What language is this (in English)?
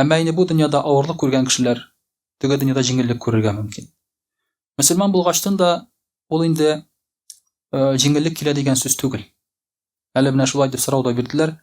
Tatar